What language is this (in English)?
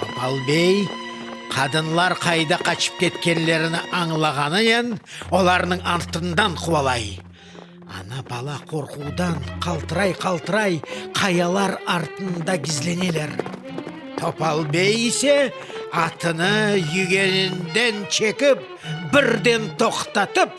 Crimean Tatar